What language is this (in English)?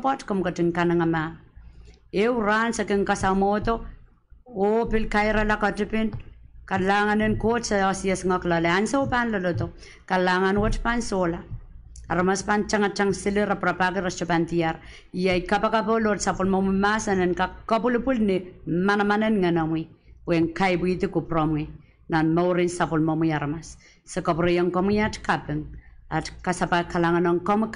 Pohnpeian